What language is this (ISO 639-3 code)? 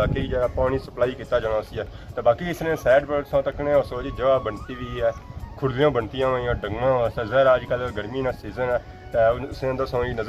phr